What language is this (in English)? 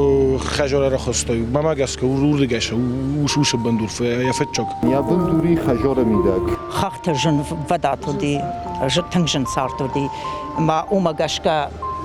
Ossetic